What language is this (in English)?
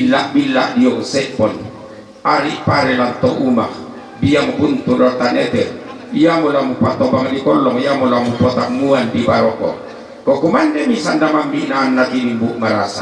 Toraja-Sa'dan